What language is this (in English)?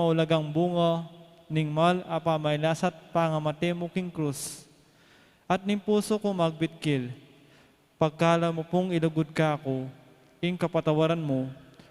Pampanga